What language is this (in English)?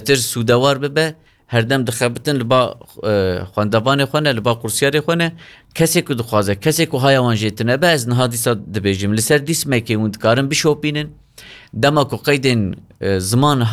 Kurdish